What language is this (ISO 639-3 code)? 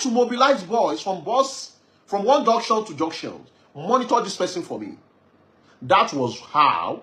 yor